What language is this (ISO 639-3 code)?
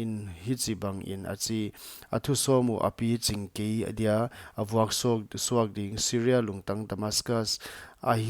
pck